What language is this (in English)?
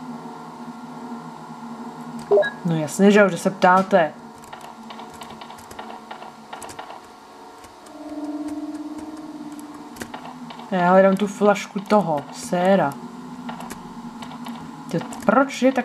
Czech